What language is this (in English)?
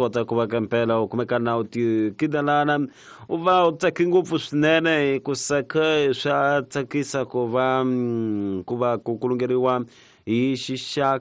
Tsonga